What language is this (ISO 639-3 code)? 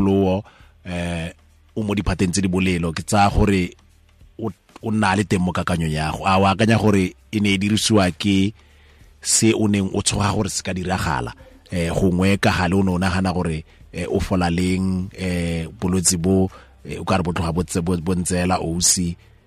tsn